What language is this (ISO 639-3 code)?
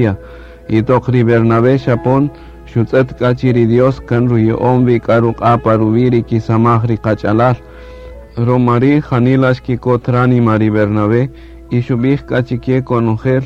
cak